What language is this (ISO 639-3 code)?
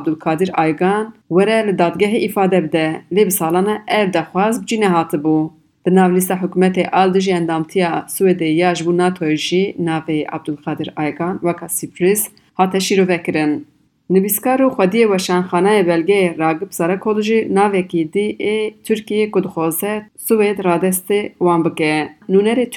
kur